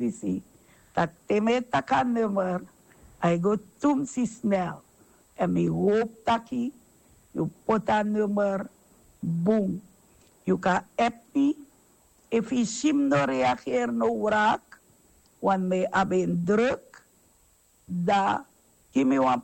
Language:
Sranan Tongo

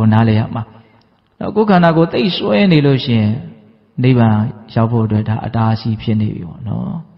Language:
Burmese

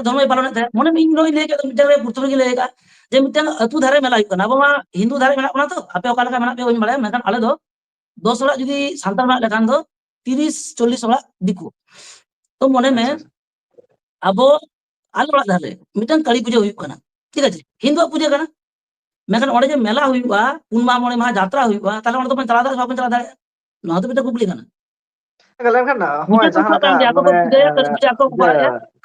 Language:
Santali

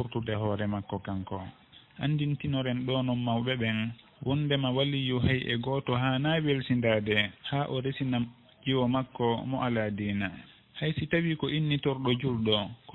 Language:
Fula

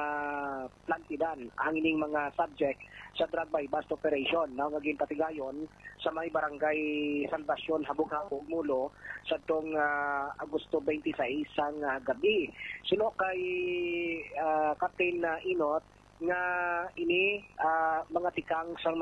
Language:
Hiligaynon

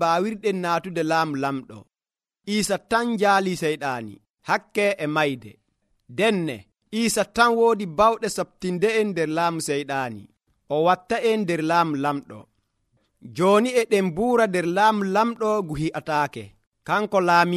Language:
Nigerian Fulfulde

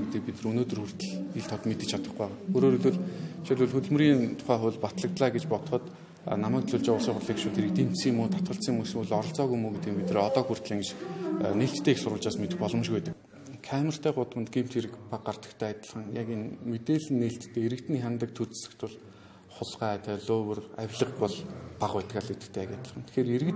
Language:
Mongolian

